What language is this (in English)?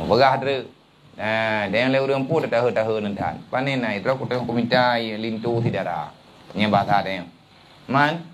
Achinese